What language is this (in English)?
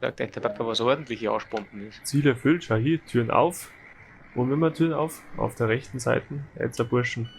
Bavarian